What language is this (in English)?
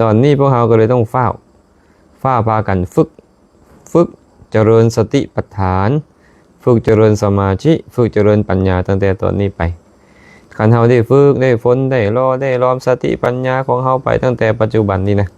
Lao